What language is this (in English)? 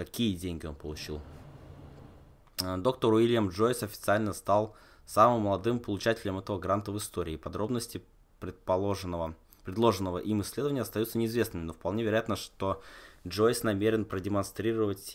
Russian